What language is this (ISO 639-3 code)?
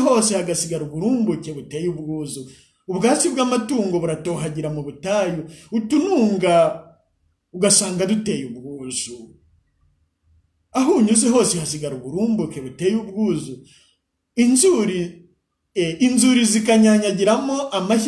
kin